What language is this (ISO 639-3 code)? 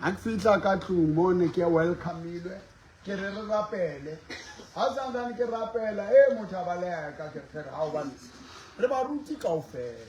sot